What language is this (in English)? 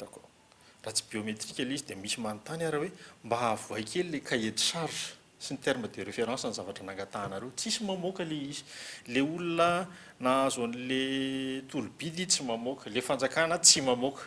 Malagasy